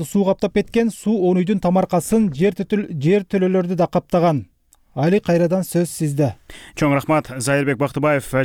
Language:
Kyrgyz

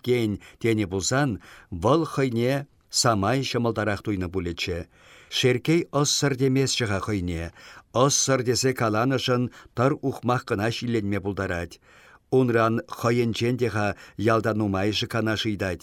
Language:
Chuvash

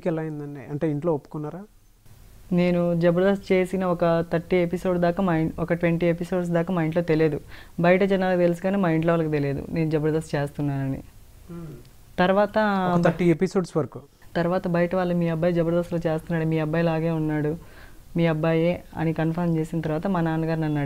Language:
Telugu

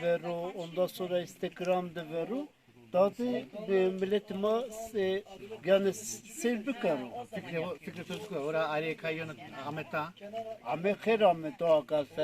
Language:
Zaza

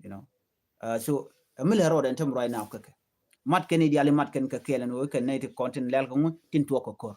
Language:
Nuer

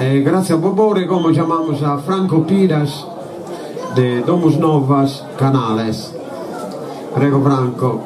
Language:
Sardinian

